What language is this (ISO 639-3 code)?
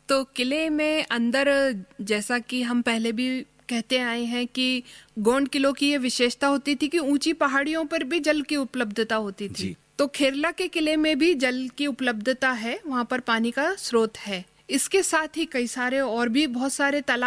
hin